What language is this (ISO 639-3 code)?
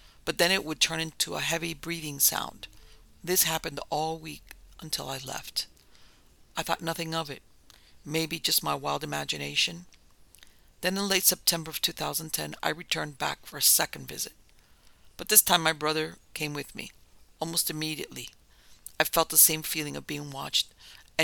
eng